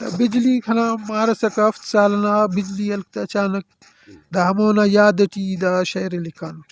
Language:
Brahui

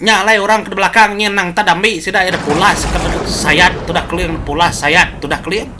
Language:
Iban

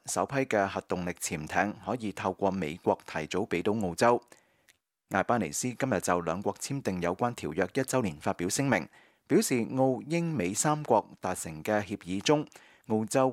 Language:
Cantonese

